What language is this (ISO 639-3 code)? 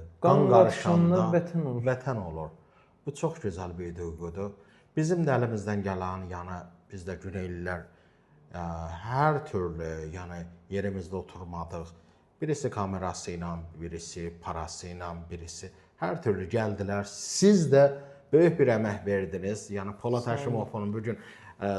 aze